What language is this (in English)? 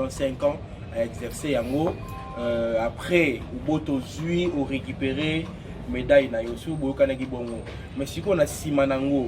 Lingala